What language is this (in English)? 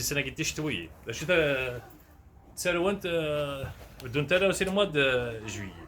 Kabyle